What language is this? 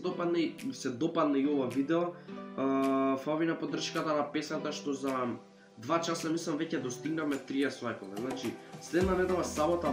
Macedonian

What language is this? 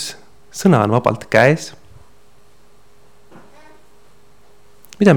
Estonian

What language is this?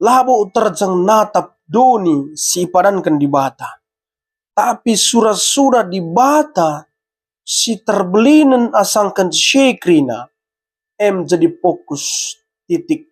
Batak Karo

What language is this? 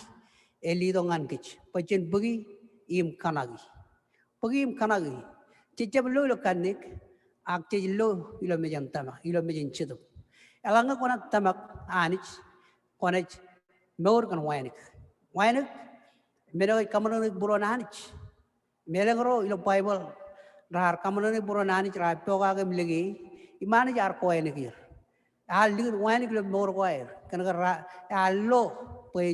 Marshallese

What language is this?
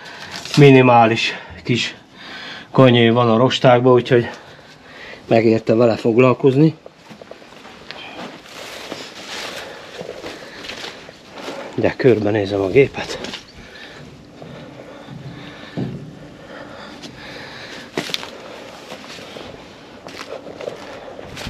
Hungarian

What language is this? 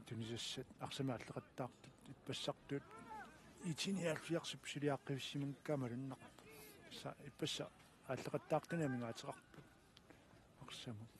Kalaallisut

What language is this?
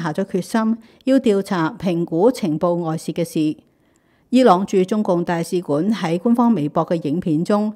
Cantonese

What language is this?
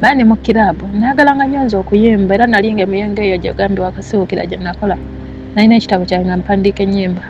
Ganda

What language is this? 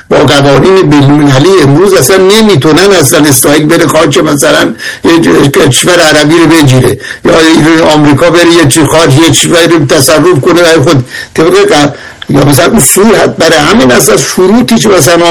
Persian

